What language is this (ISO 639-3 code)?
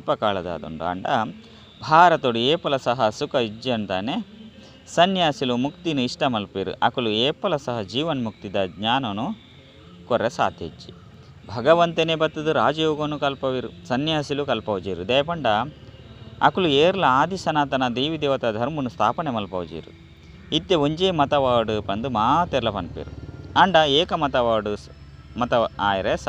tcy